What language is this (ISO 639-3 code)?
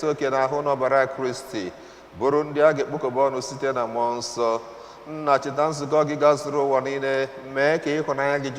ibo